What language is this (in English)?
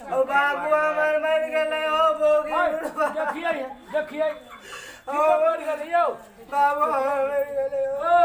Maithili